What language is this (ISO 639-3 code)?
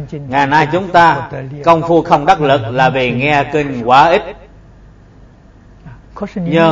vie